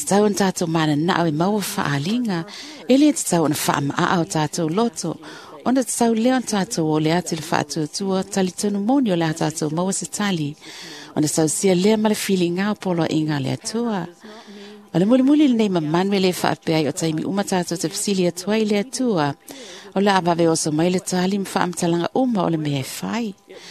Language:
Samoan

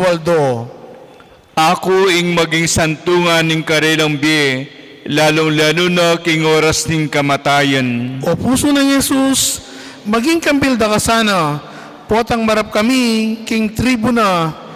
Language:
Pampanga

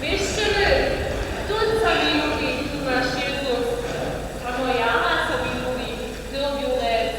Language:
Upper Sorbian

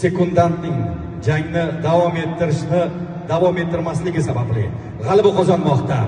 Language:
Uzbek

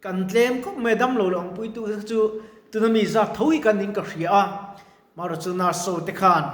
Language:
Mizo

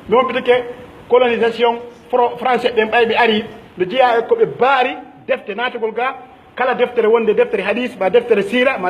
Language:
Pular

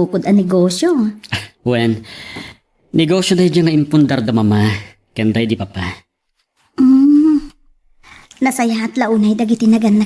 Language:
Iloko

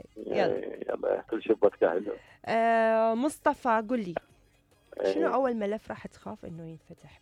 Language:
Mesopotamian Arabic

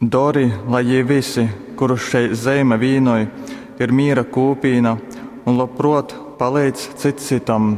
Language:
Latgalian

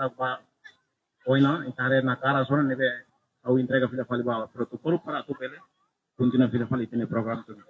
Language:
Tetum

